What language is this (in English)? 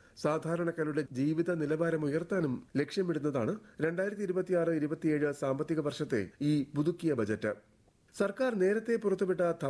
Malayalam